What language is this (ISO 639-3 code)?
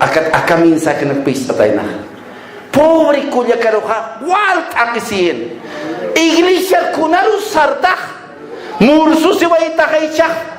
aym